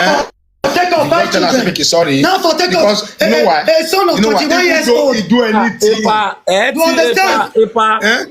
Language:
Nigerian Pidgin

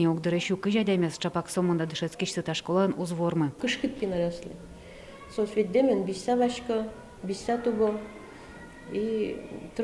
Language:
Udmurt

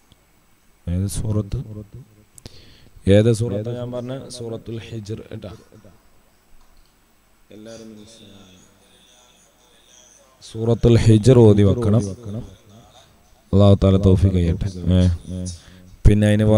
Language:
Malayalam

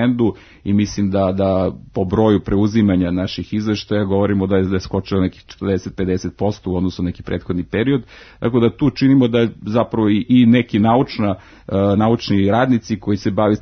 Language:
Serbian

